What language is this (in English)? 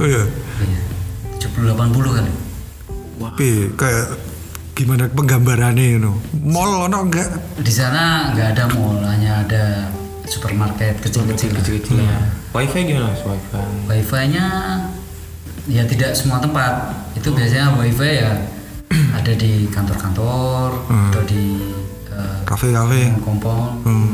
Indonesian